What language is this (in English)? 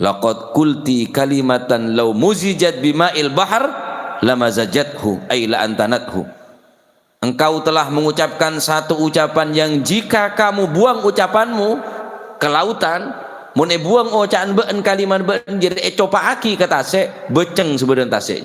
Madurese